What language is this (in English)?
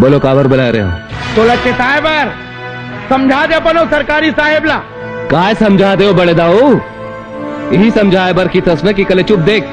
Chhattisgarhi